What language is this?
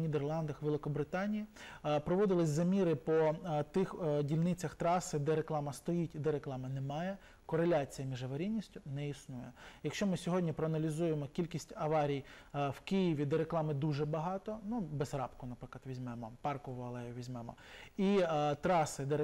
Ukrainian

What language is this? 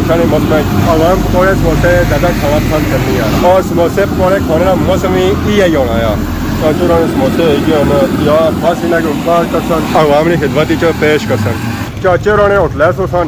Pahari-Potwari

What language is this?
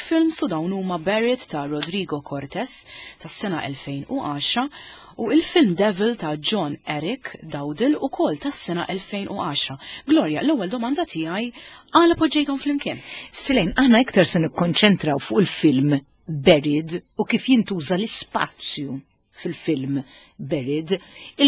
Maltese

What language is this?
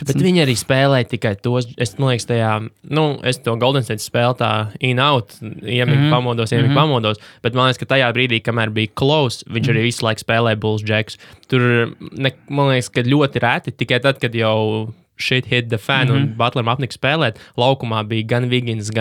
Latvian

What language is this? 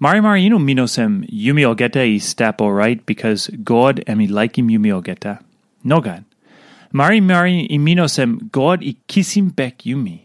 Tok Pisin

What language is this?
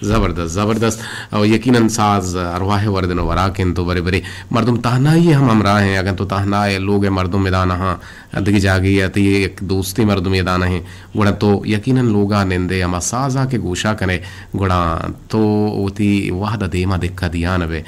Eastern Balochi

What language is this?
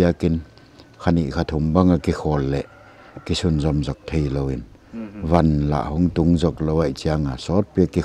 Paite Chin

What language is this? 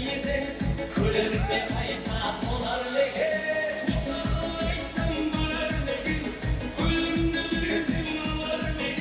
Kara-Kalpak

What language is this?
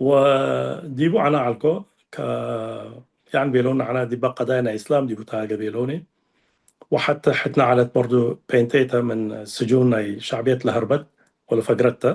Tigre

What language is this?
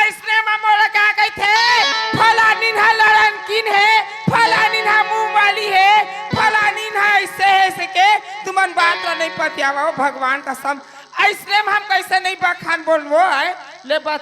Chhattisgarhi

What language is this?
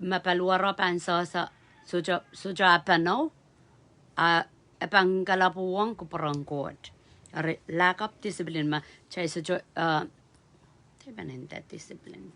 Pohnpeian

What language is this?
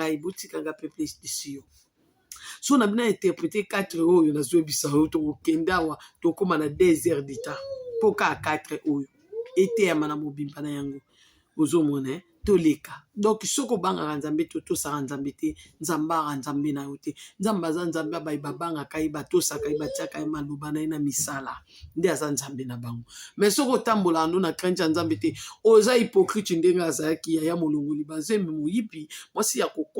Lingala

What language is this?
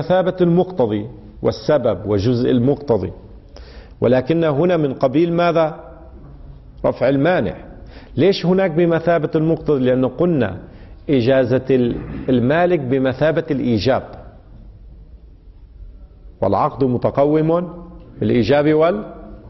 Arabic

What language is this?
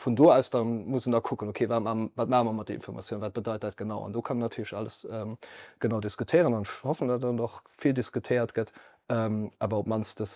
Luxembourgish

